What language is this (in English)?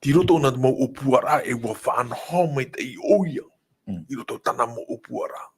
Tahitian